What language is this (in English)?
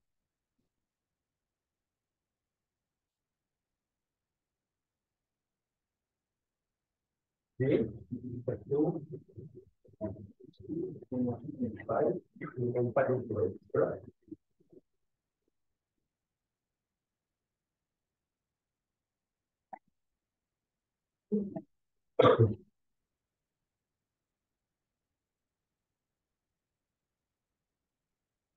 Malay